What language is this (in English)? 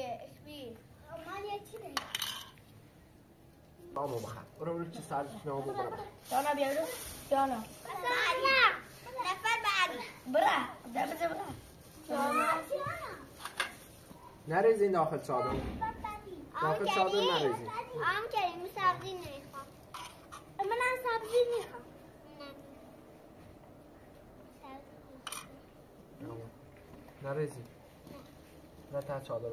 Persian